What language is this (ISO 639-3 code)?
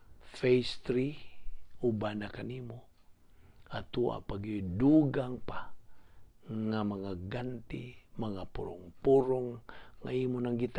ceb